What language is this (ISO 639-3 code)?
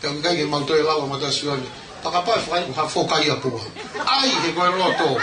ton